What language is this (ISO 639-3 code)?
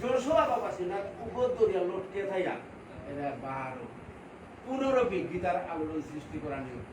bpy